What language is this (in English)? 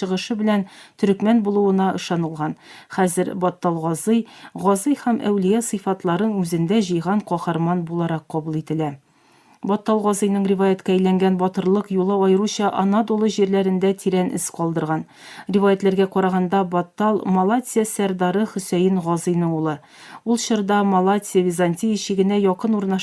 Tatar